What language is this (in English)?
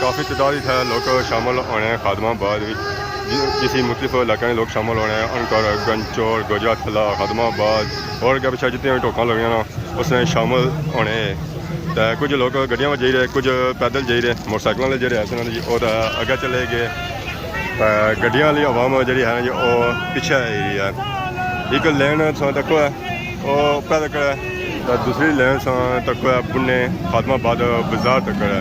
Pahari-Potwari